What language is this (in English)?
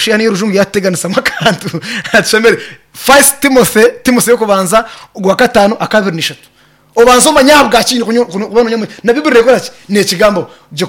Nyankole